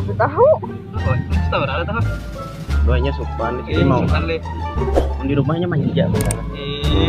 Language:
Banjar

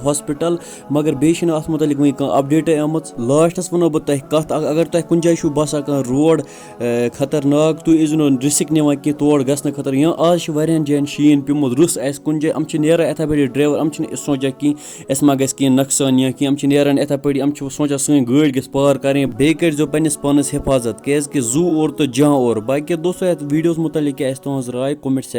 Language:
Kashmiri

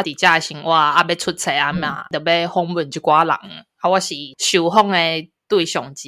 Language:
Min Nan Chinese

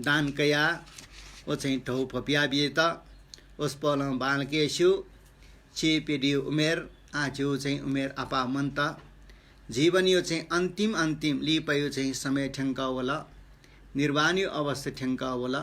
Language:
Newari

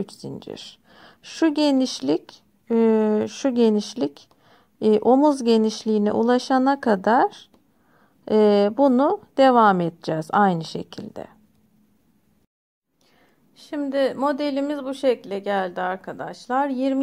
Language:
Turkish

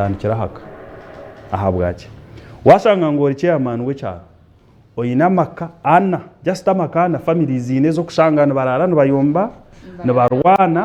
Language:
Nyankole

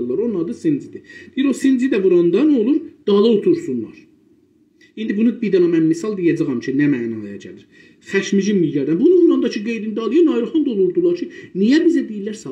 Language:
South Azerbaijani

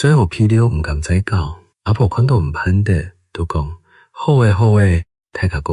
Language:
Hakka Chinese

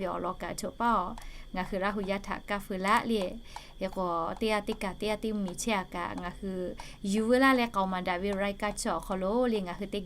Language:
Lahu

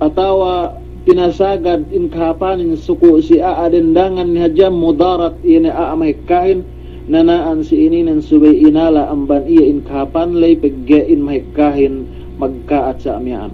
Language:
Yakan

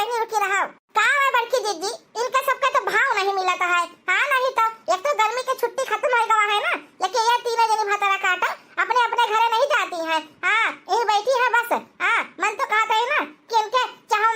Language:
Awadhi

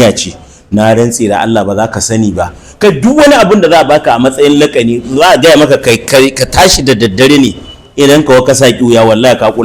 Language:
Hausa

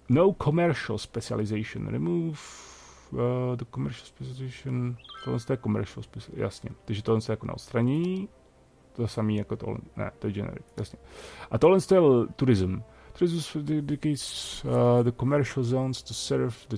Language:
Czech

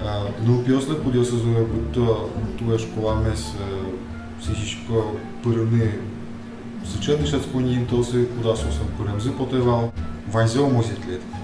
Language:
Udmurt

